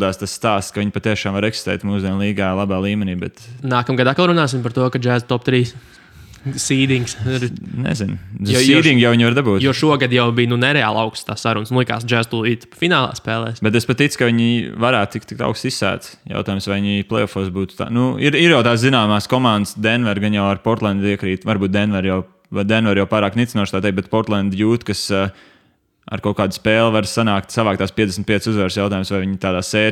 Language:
Latvian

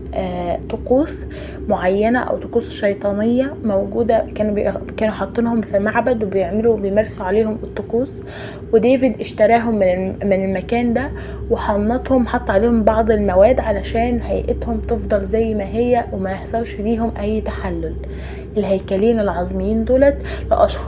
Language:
Egyptian Arabic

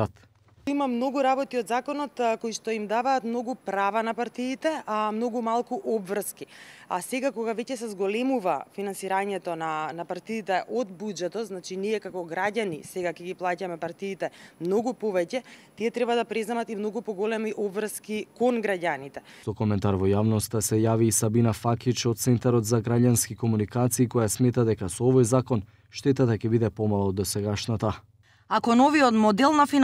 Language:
Macedonian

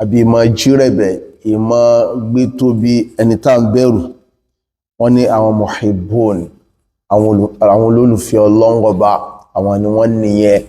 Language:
Yoruba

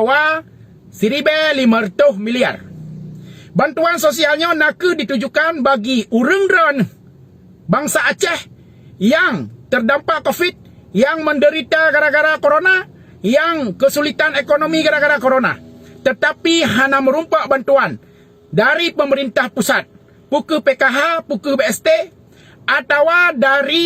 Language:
Achinese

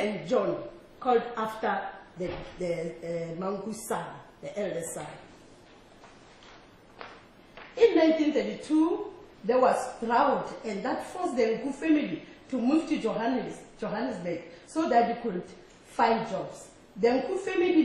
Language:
English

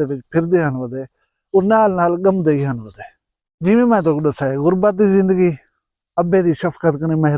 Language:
Saraiki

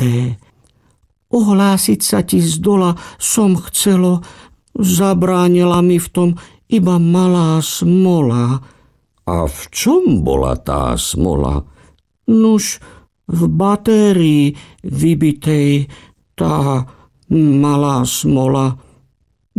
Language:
Slovak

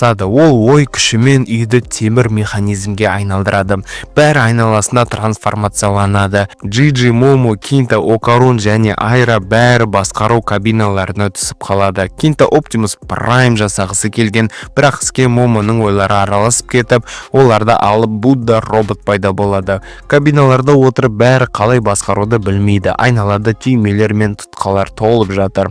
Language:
Kazakh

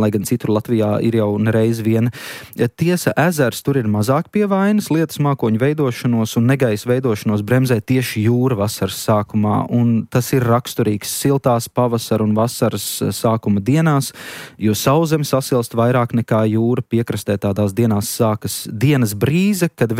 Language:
Latvian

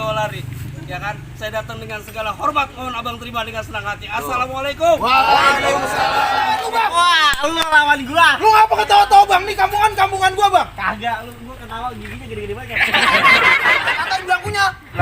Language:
Betawi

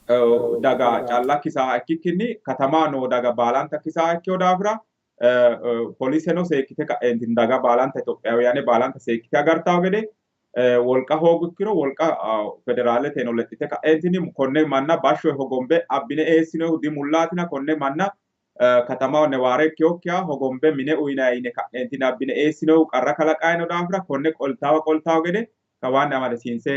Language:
Sidamo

